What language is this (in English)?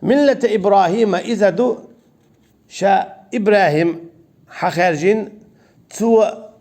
Chechen